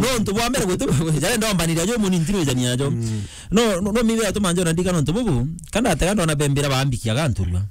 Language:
Meru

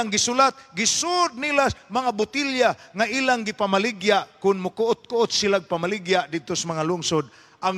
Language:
Cebuano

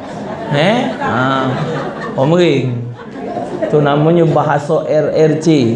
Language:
Musi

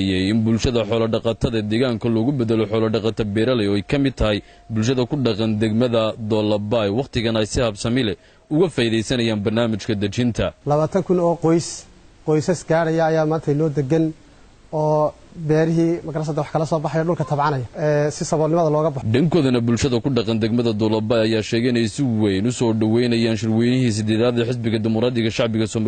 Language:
Somali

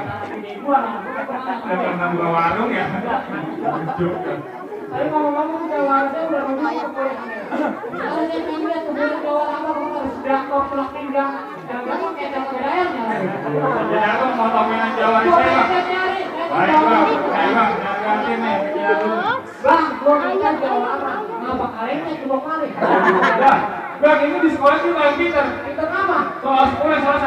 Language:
Betawi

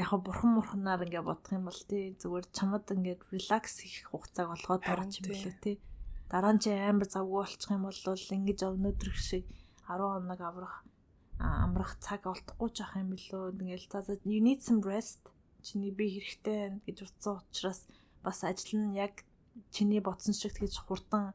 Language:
Mongolian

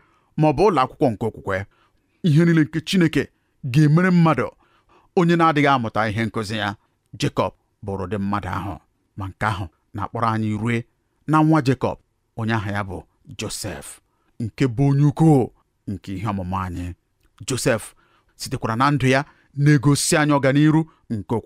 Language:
Igbo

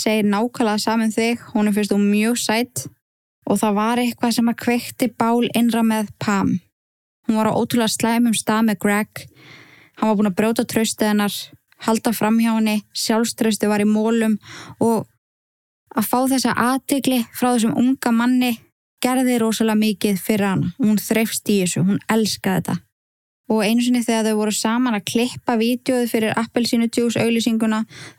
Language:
Icelandic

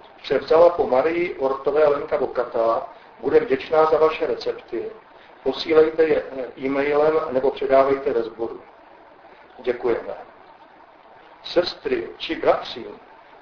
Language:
Czech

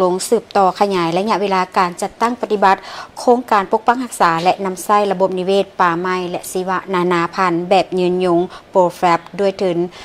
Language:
Lao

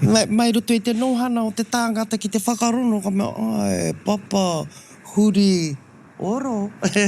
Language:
Māori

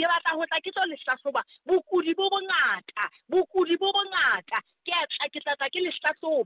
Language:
Southern Sotho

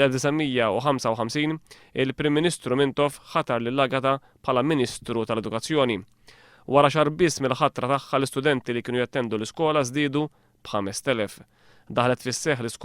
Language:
Maltese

